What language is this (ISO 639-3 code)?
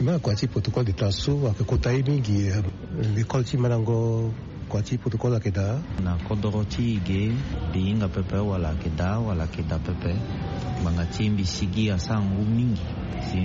sag